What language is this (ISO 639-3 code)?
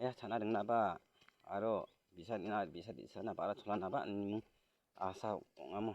grt